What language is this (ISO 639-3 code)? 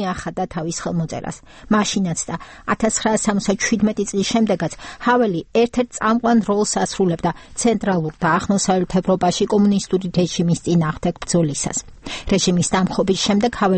kat